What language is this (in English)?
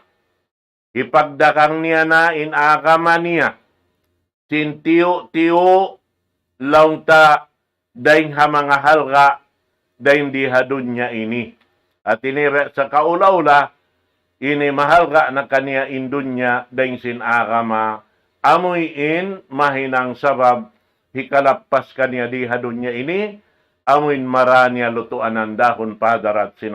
Tausug